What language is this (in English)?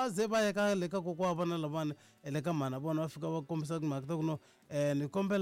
Tsonga